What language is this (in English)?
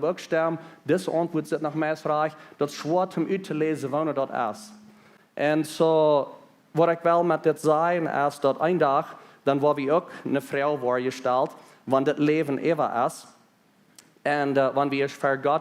Plautdietsch